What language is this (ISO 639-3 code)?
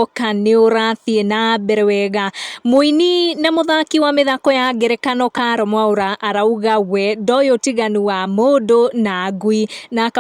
kik